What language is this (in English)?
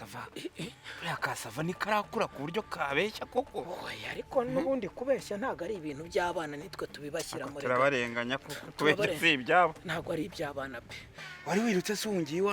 Kinyarwanda